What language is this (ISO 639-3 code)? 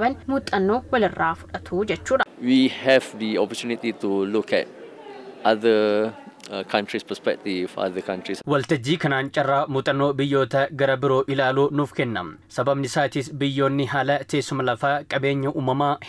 orm